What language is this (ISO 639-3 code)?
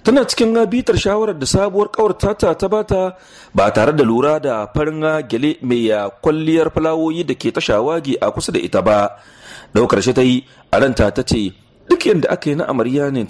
hau